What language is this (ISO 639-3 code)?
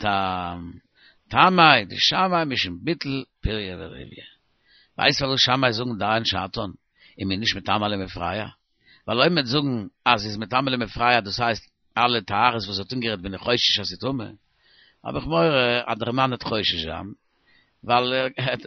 yid